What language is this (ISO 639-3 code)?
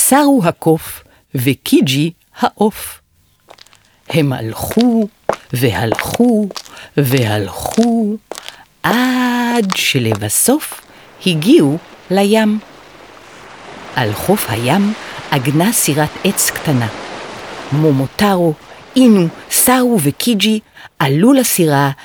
heb